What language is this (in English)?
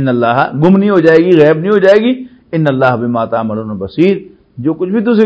Western Panjabi